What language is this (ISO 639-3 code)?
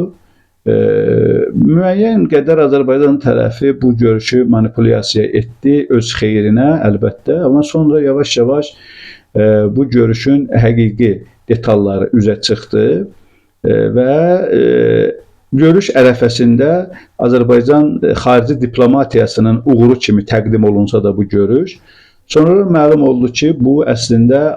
aze